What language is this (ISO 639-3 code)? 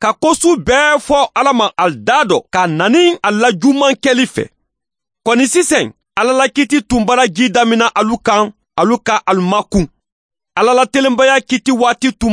bam